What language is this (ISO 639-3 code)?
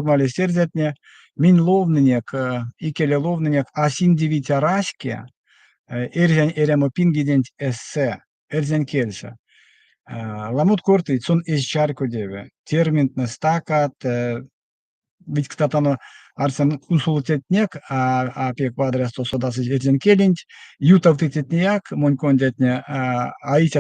myv